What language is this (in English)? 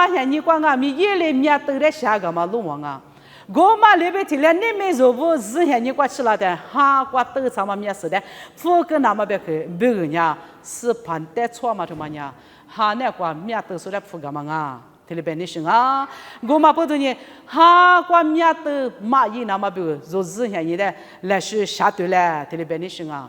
Lisu